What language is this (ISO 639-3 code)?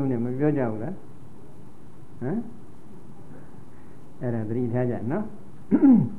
mya